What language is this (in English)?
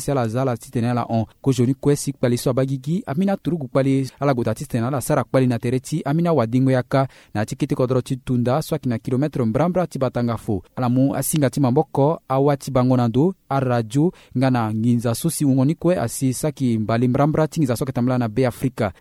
Sango